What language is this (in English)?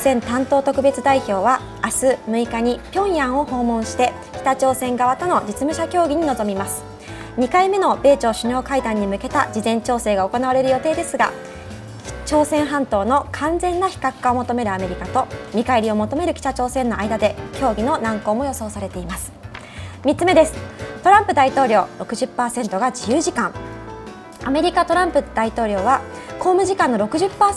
Japanese